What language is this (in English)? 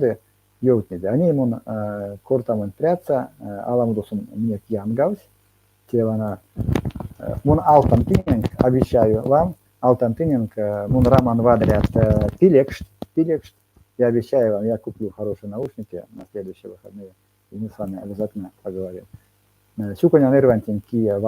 Erzya